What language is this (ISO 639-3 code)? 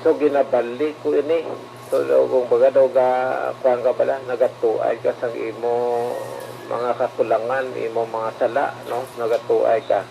hil